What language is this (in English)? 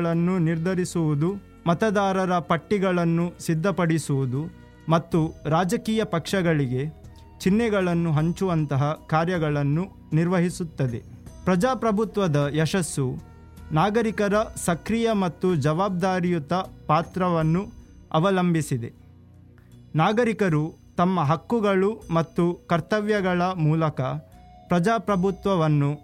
Kannada